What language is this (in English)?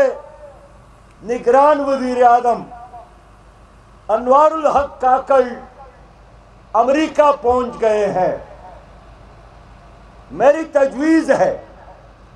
Urdu